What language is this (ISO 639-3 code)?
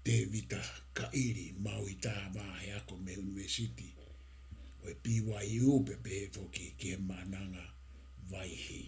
ton